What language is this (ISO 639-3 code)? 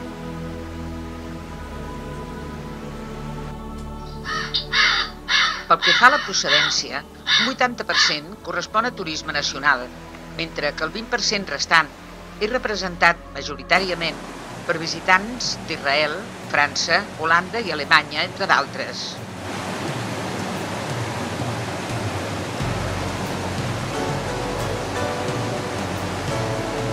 cat